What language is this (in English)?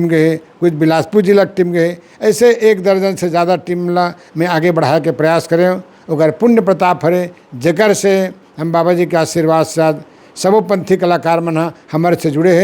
Chhattisgarhi